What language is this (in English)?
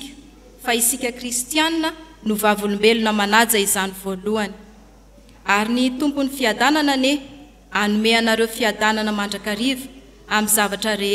Malagasy